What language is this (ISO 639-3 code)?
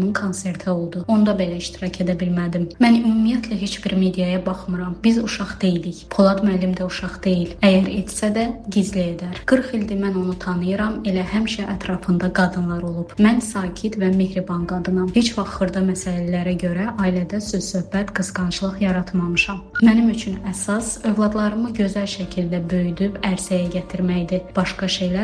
aze